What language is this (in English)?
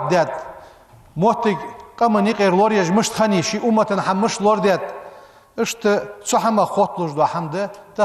Ingush